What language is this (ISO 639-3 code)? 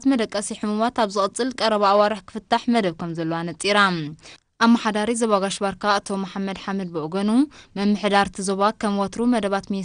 tir